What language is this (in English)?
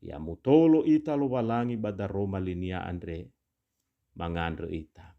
Nias